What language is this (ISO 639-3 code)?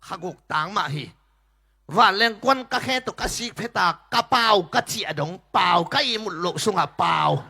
ctd